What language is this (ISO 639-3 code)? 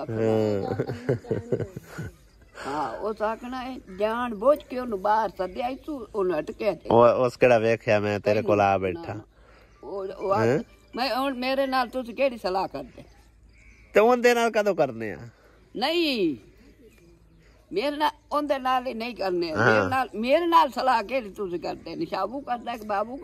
pan